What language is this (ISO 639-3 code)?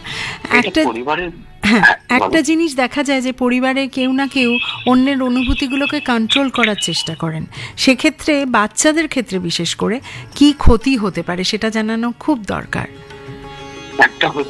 ben